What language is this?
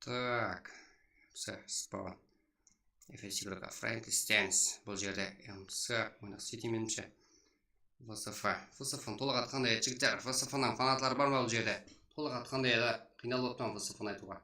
Kara-Kalpak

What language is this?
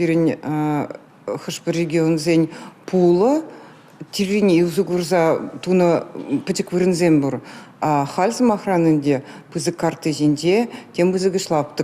Chuvash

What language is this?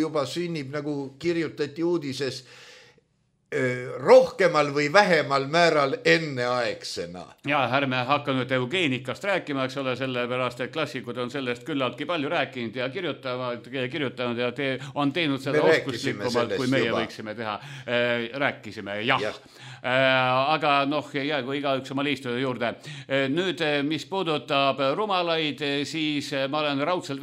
Estonian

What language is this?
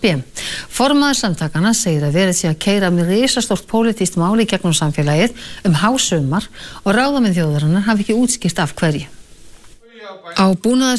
Icelandic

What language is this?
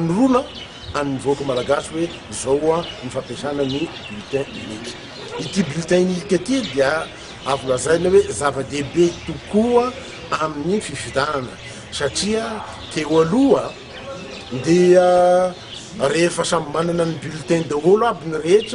Malagasy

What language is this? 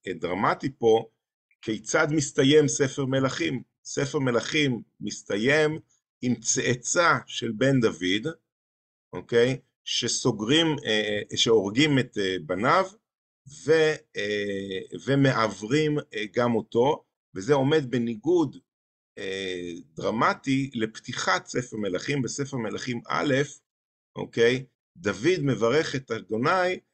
Hebrew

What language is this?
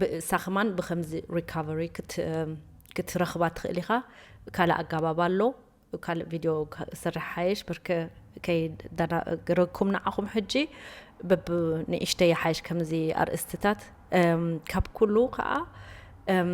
Tigrinya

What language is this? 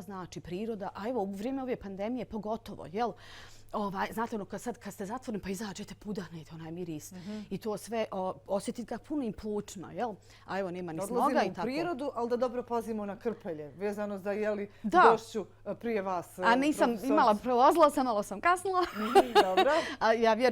Bosnian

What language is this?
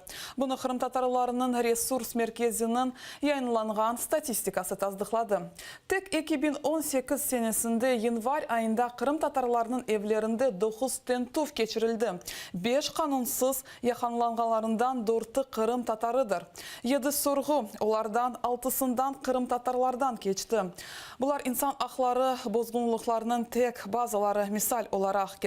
Crimean Tatar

